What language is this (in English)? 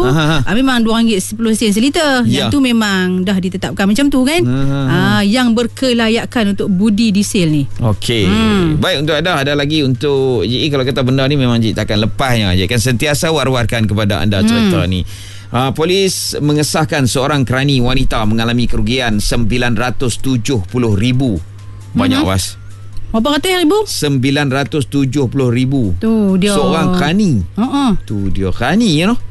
Malay